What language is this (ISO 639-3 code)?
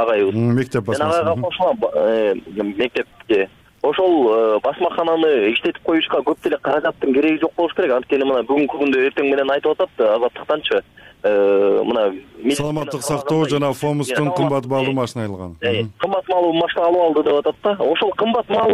kir